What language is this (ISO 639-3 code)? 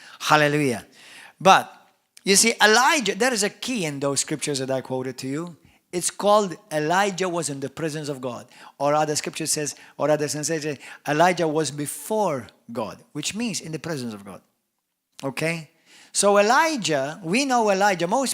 eng